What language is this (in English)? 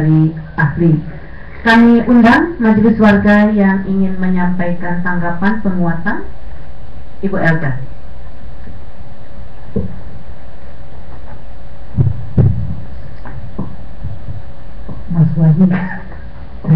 Indonesian